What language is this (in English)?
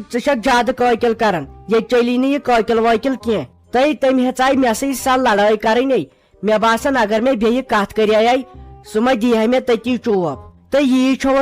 Kashmiri